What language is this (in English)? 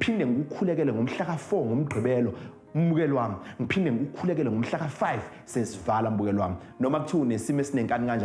Zulu